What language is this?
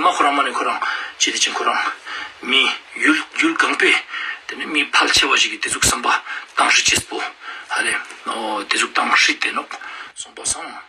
Ladakhi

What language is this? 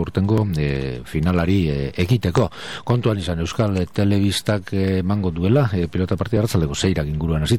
Basque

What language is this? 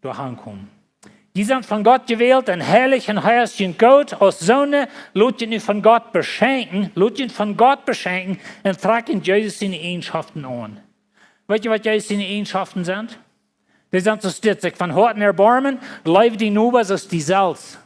Plautdietsch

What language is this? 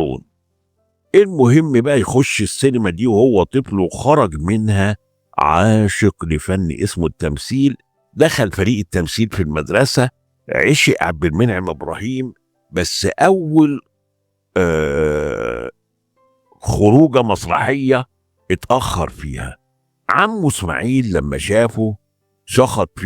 Egyptian Arabic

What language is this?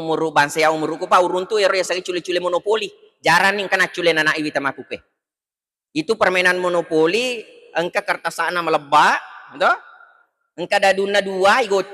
Buginese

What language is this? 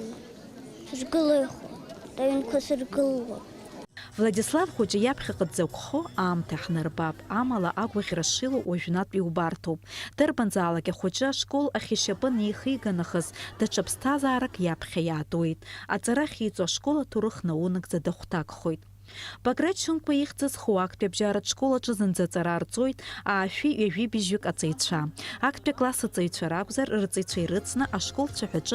Abkhazian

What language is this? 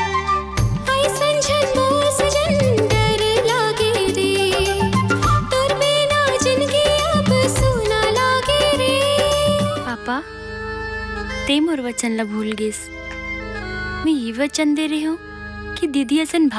Chhattisgarhi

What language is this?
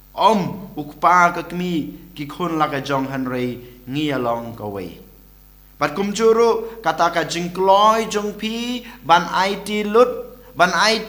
Khasi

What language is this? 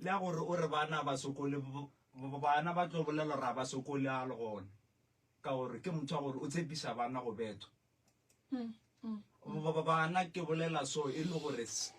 Northern Sotho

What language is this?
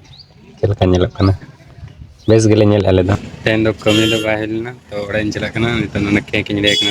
Santali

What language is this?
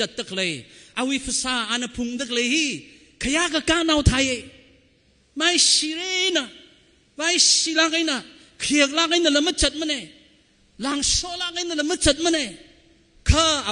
Tangkhul Naga (India)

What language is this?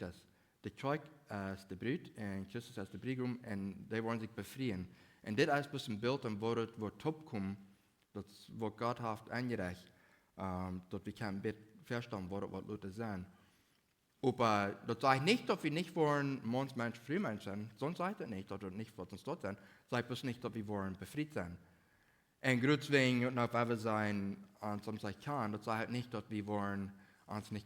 Plautdietsch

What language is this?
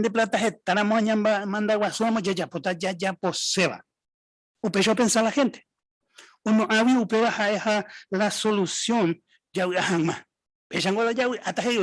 Guarani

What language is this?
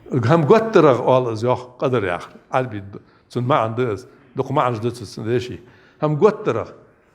Ingush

